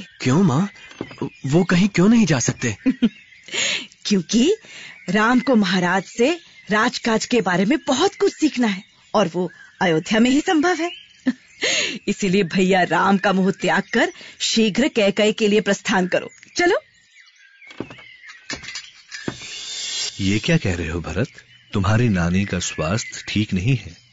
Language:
Hindi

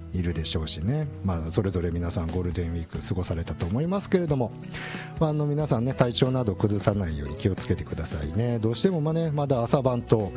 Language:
Japanese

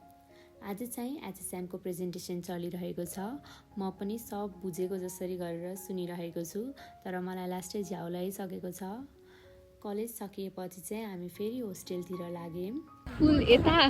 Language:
Nepali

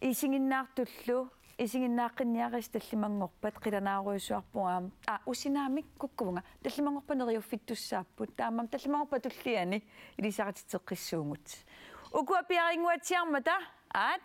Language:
Kalaallisut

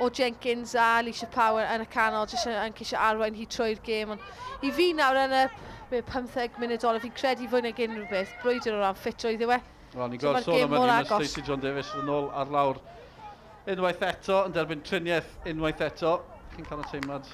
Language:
Welsh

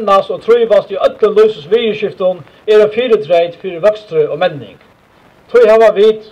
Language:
Faroese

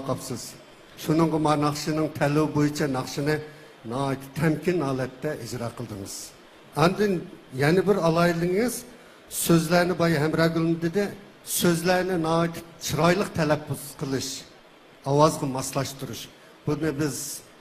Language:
Uyghur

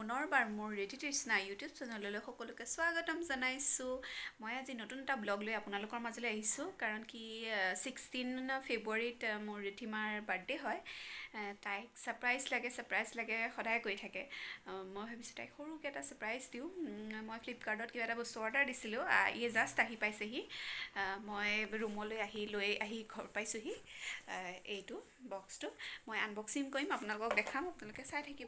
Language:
Assamese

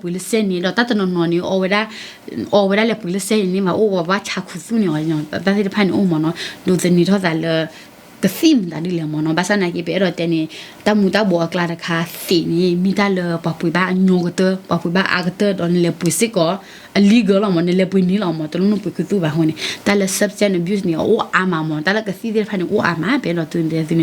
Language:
S'gaw Karen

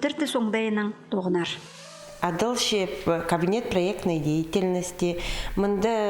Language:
Khakas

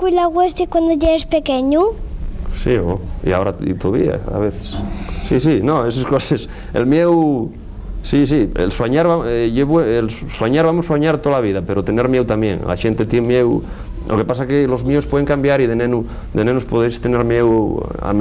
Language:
Asturian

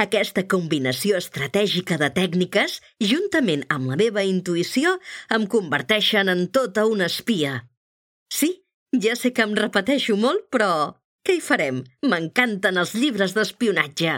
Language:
Catalan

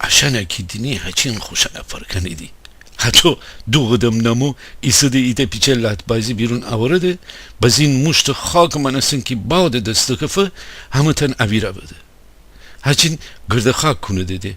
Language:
Gilaki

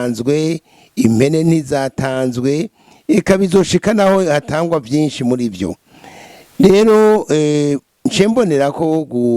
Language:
Rundi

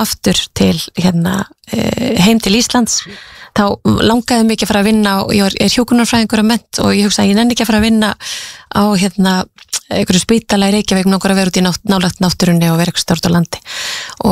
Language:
Icelandic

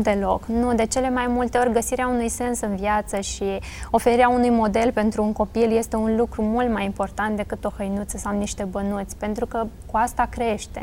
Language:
Romanian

